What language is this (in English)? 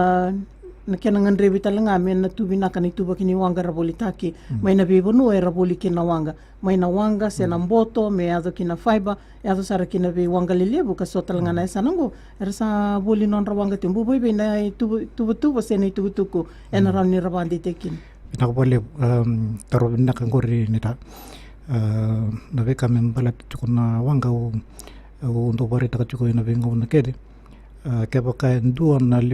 Fijian